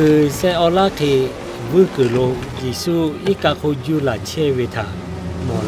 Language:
Lahu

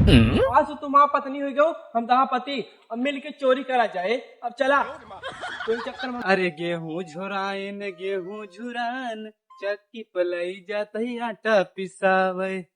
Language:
Awadhi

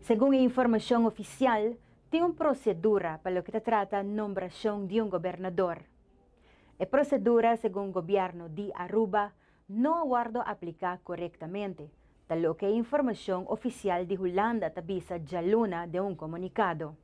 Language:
Papiamento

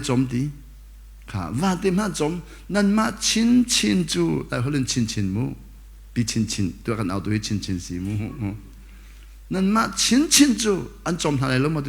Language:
Hakha Chin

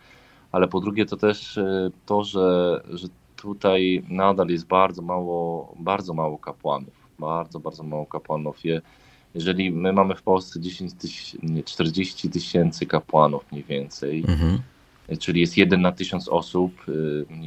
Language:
Polish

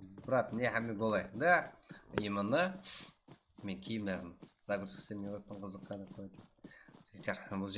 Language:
Kara-Kalpak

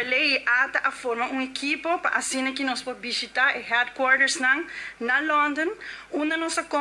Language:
Papiamento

